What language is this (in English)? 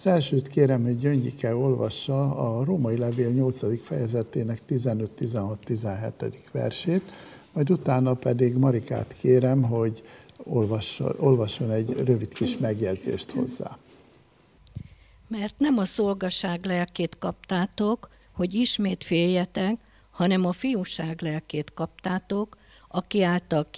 Hungarian